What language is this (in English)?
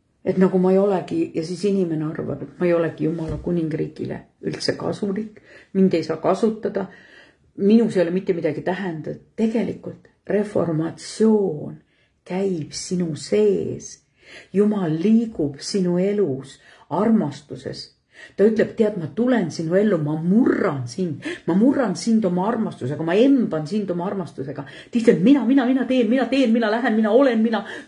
Estonian